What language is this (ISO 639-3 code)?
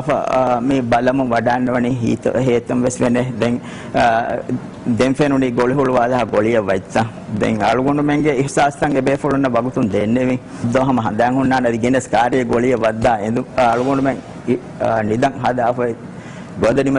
div